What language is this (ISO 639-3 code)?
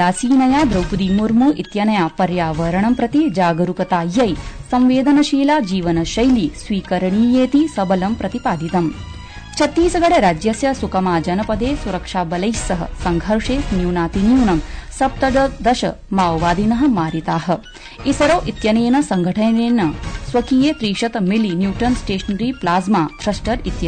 san